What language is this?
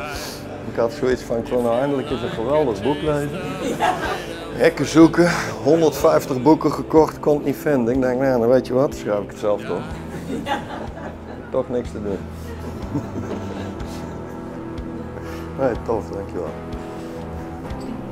Dutch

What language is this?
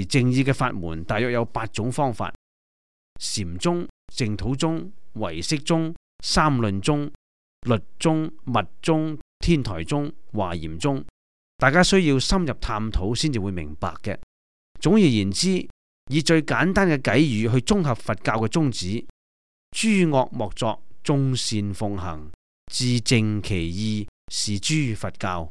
Cantonese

